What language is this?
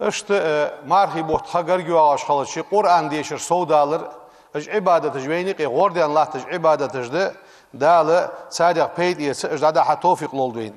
Ingush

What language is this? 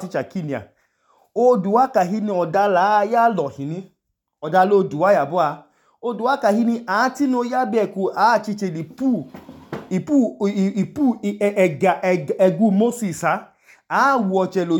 Idoma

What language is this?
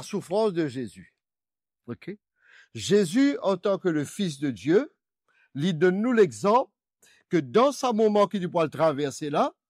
Morisyen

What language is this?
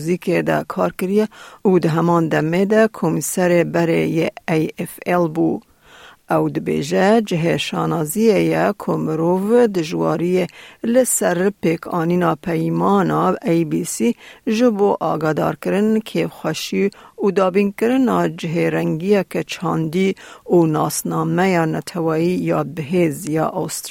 Kurdish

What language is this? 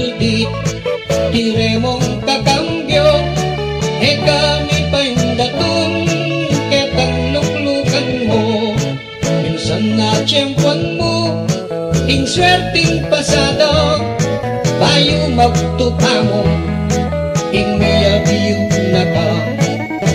Pampanga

